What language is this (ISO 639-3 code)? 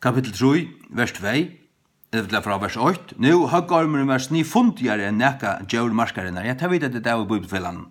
fao